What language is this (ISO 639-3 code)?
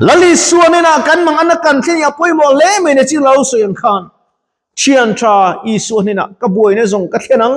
lus